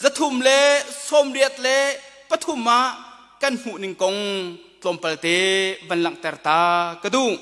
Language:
Hakha Chin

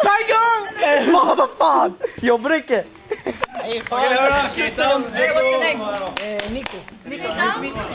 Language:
Norwegian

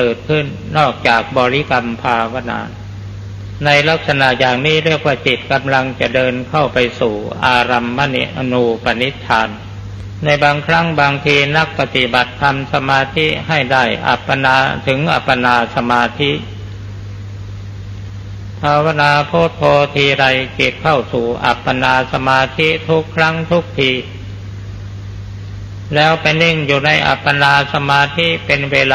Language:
Thai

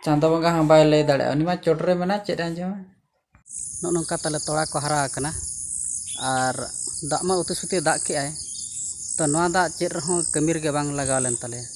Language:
Santali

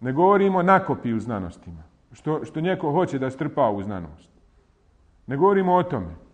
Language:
Bosnian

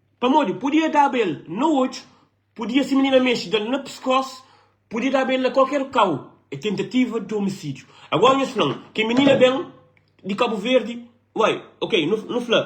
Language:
Kabuverdianu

